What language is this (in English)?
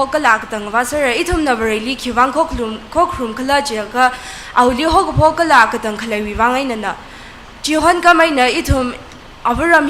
Tangkhul Naga (India)